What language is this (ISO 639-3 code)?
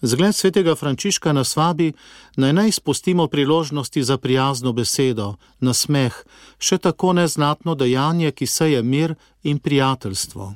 slv